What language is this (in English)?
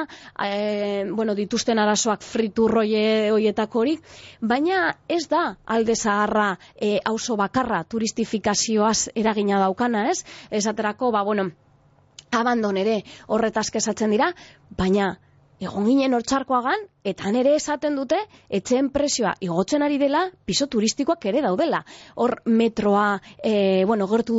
Basque